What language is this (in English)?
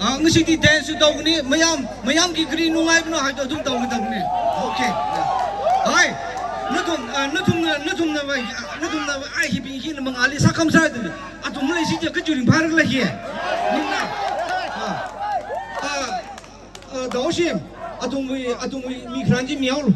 Tangkhul Naga (India)